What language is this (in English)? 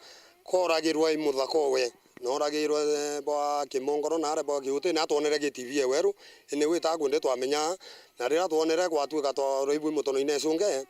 Meru